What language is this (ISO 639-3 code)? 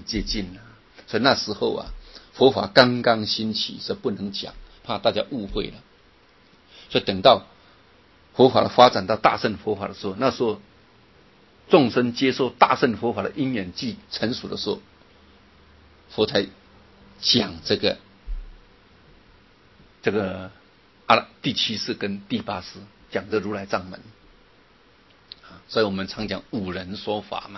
zho